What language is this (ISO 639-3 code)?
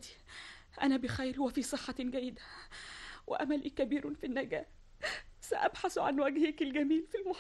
ara